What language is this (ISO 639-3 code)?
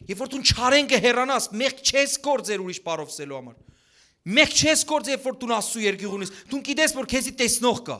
hyw